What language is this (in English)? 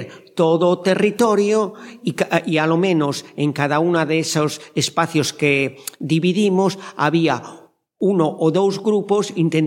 Galician